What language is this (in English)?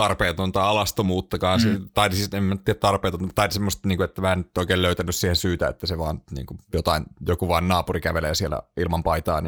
Finnish